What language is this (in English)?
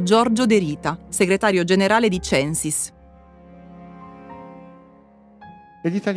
Italian